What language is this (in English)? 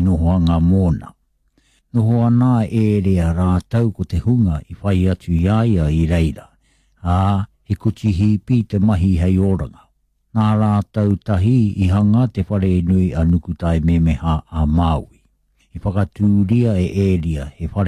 Māori